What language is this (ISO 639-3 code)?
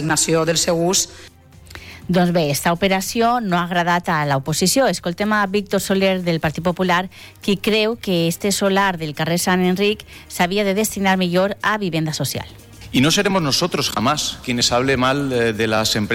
cat